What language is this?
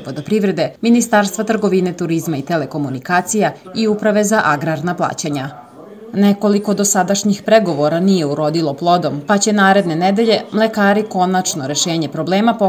Serbian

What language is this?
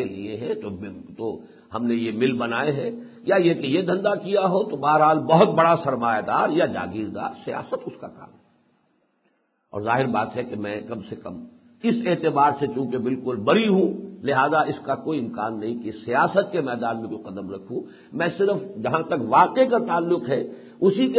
Urdu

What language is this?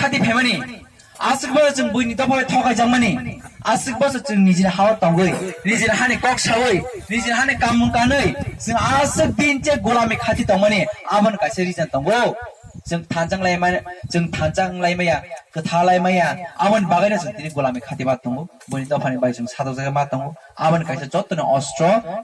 Kok Borok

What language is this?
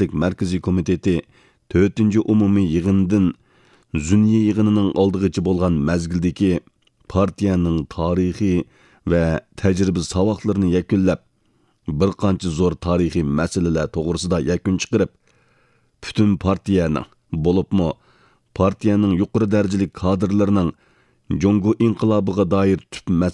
Uyghur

